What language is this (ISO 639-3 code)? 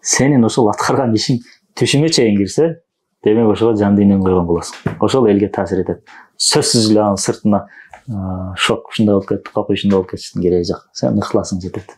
kir